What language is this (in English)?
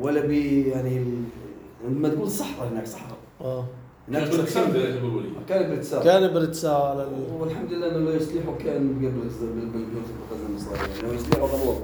North Levantine Arabic